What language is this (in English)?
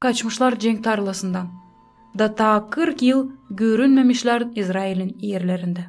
Gagauz